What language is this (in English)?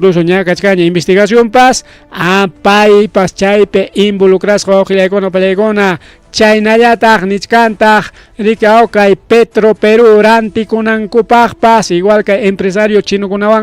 Ayacucho Quechua